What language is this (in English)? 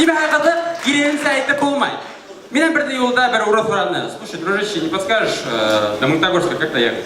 Bashkir